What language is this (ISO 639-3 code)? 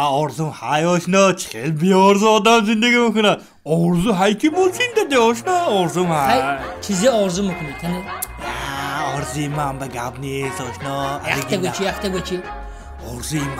tgk